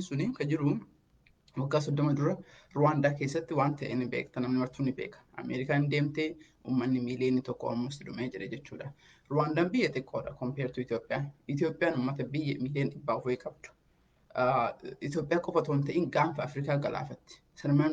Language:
Oromo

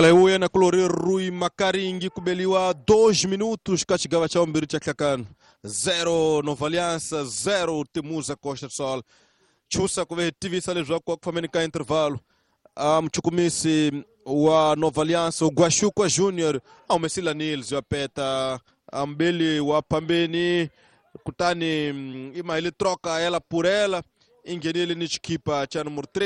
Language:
Tsonga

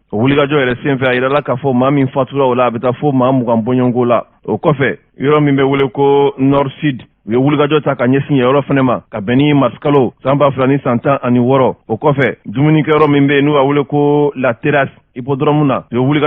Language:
Bambara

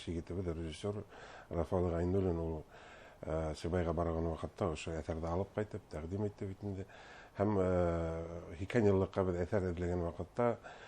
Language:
Bashkir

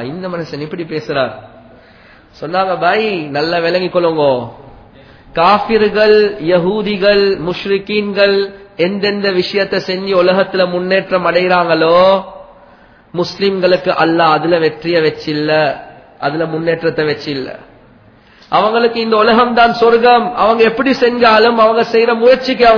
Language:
Tamil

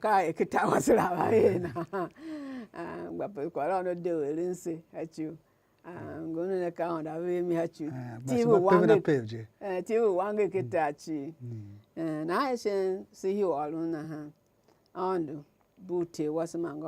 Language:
Tiv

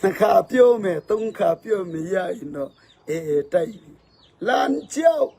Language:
Falam Chin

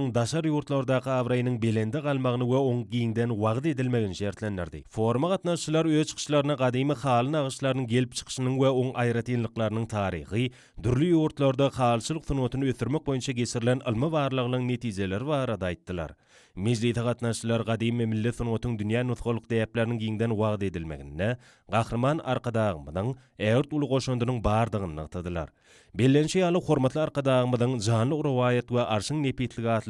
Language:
Turkmen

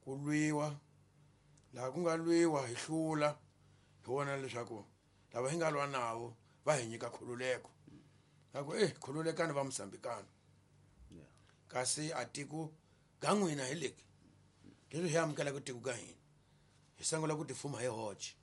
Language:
Tsonga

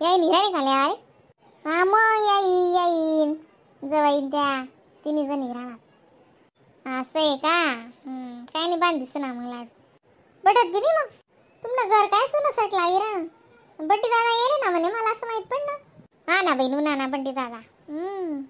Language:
Khandesi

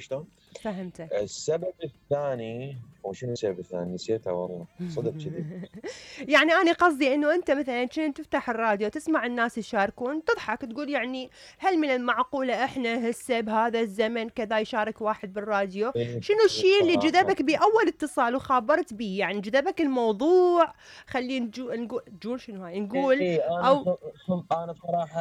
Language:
Mesopotamian Arabic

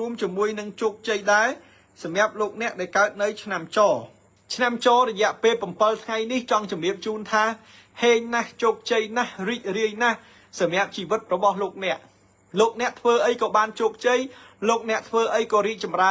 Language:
Khmer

